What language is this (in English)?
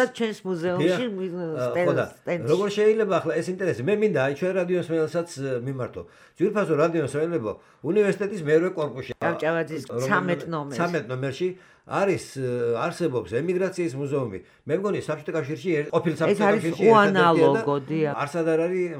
Georgian